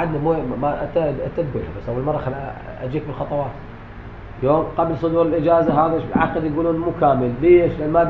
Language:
Mesopotamian Arabic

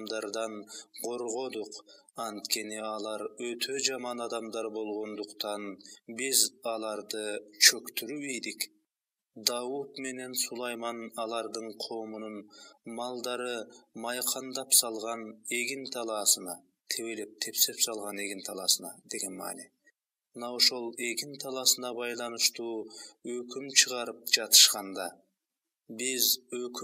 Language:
Kyrgyz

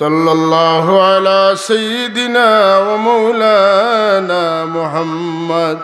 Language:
Sylheti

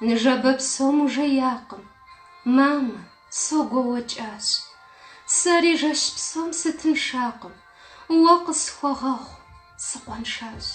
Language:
Kabardian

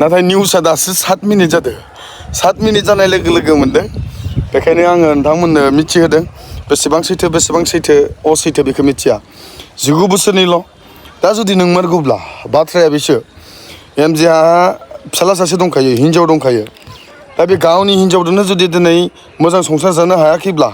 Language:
Bodo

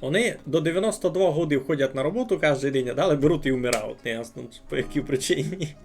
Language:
Rusyn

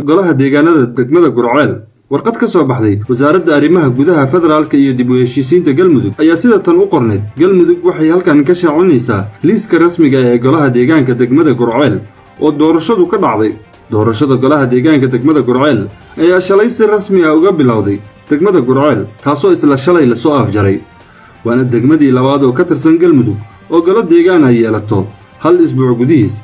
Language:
Somali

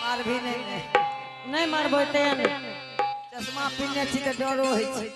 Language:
Angika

